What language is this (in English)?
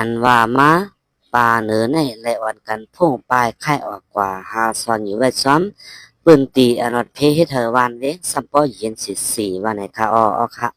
Shan